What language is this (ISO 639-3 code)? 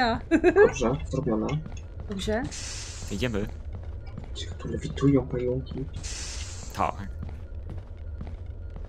pol